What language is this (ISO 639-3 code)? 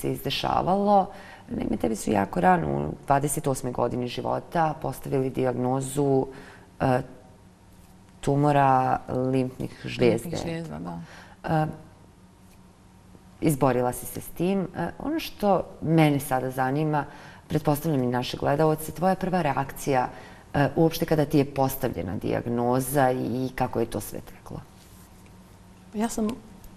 bos